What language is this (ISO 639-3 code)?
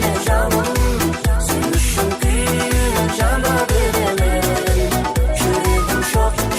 kaa